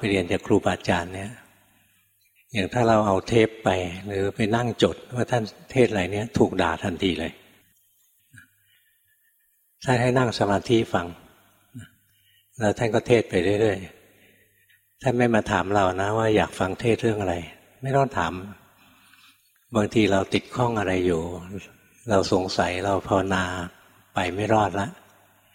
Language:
Thai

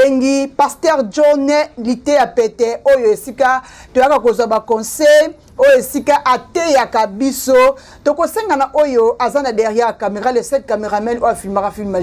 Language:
Lingala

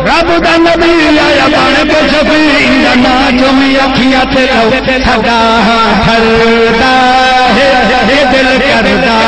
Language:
Saraiki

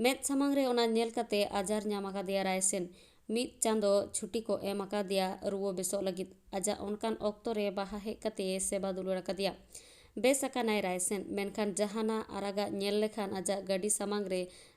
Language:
Santali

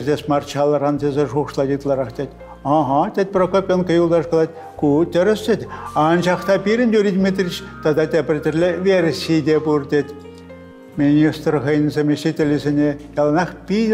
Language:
Chuvash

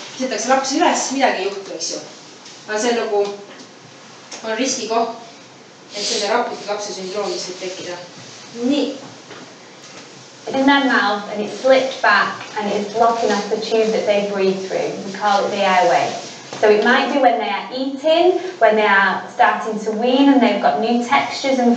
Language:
Estonian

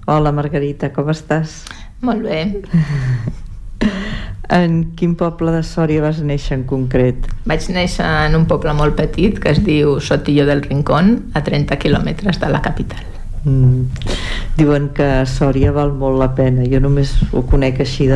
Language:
Catalan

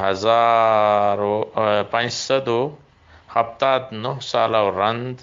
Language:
Eastern Balochi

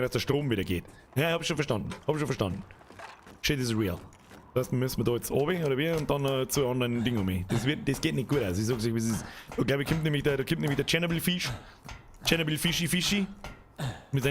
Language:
Bavarian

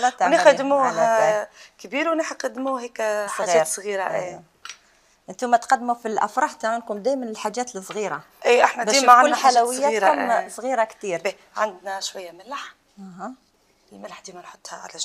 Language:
Algerian Arabic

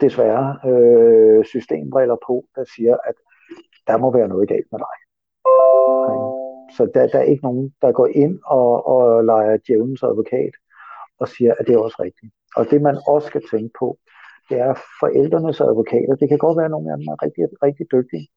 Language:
Danish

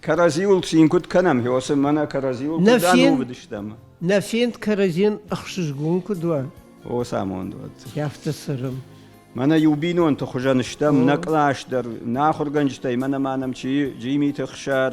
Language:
Ossetic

